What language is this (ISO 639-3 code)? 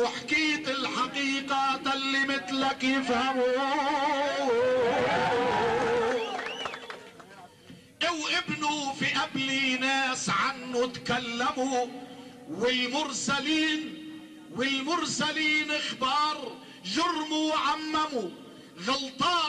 apc